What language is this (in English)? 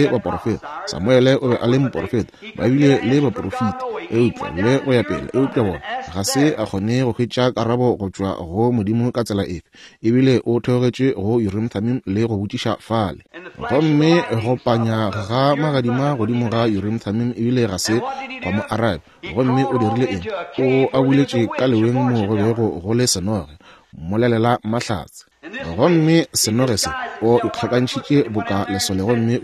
Northern Sotho